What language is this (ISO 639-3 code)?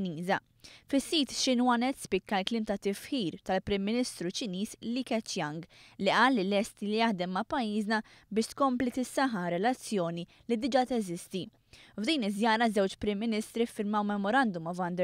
mlt